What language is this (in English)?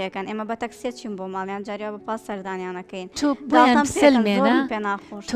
Central Kurdish